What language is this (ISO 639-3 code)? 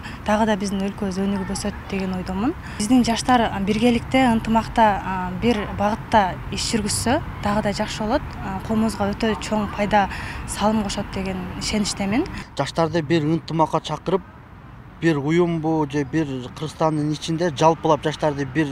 kir